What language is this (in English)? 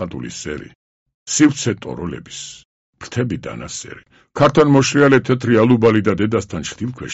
Georgian